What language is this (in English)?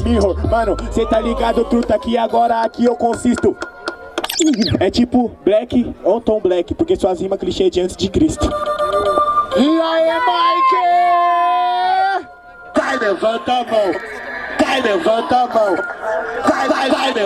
Portuguese